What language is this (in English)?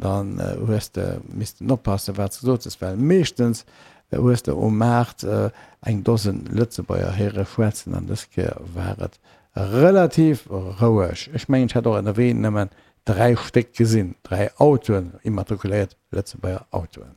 Luxembourgish